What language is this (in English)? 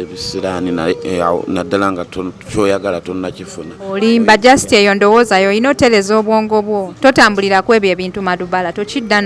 Ganda